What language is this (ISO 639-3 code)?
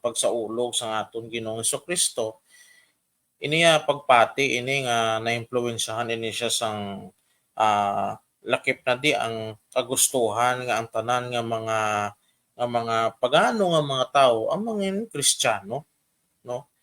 hil